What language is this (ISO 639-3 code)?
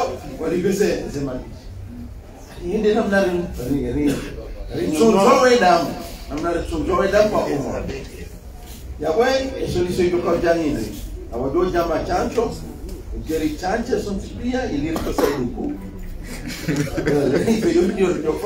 swa